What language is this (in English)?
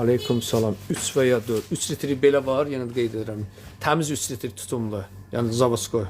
Azerbaijani